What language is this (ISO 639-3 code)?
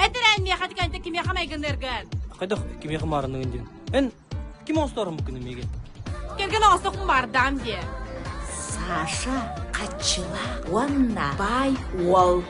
sah